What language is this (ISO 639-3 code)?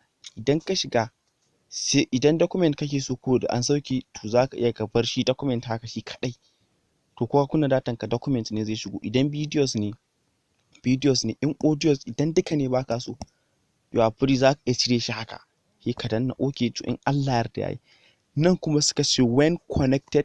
hau